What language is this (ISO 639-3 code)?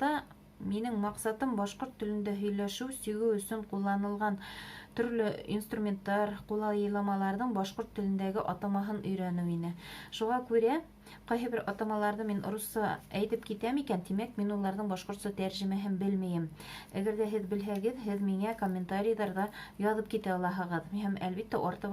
bak